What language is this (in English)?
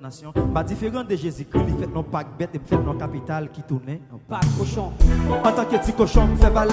French